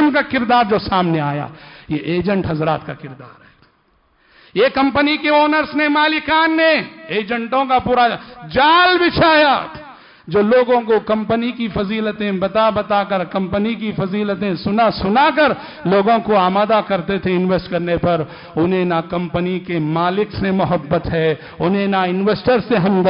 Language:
Urdu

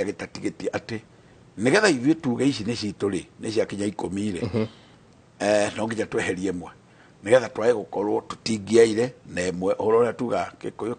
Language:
Kikuyu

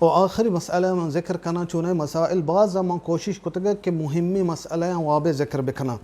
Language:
Baluchi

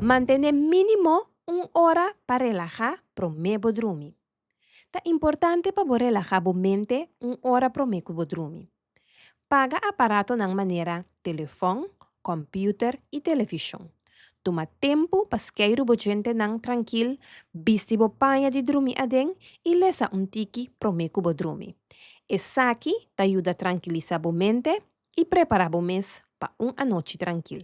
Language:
Papiamento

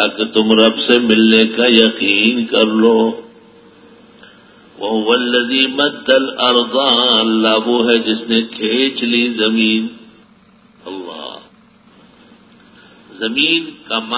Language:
Urdu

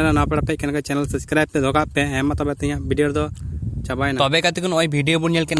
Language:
Santali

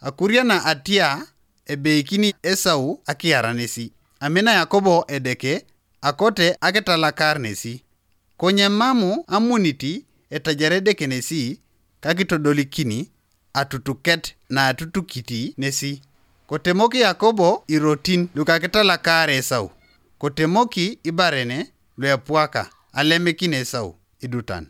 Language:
Teso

